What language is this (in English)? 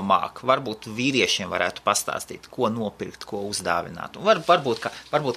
Latvian